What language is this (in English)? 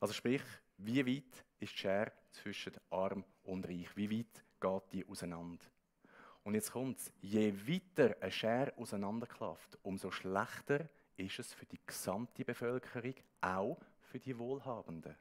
Swiss German